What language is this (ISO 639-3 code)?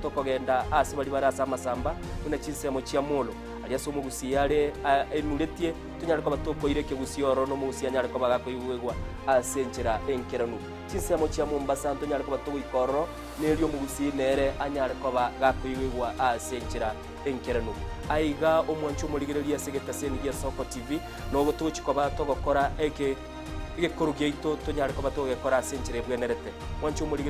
guz